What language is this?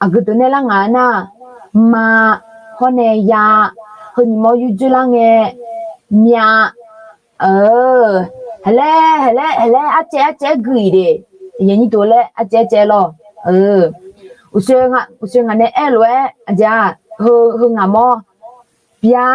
Akha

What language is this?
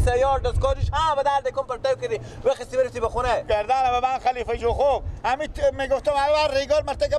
Persian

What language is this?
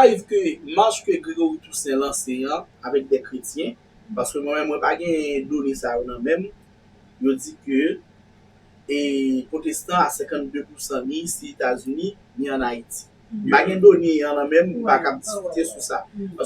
Haitian Creole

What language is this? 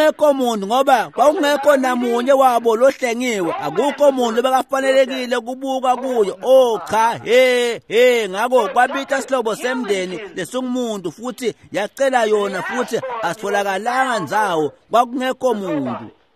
Swati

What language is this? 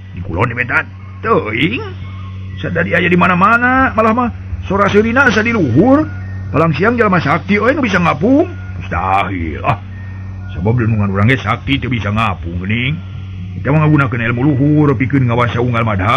Sundanese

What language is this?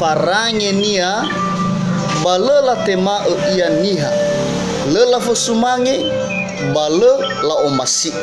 Nias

